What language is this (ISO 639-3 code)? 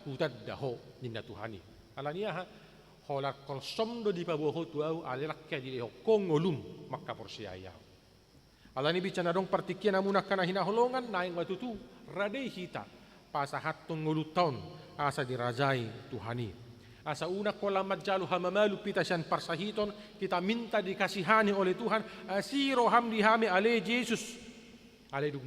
bbc